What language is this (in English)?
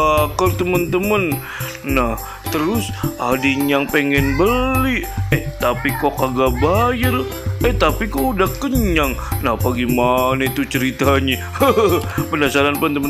Betawi